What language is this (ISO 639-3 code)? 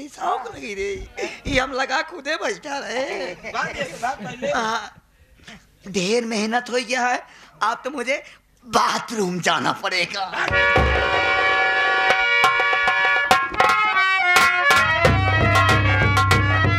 bho